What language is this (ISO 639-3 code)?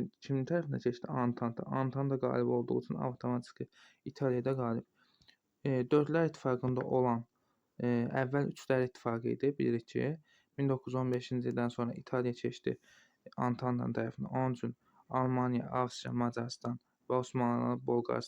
aze